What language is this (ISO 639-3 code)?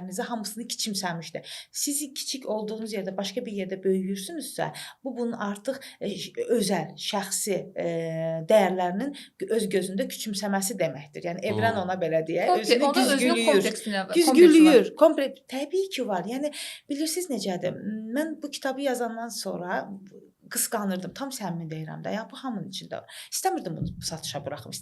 aze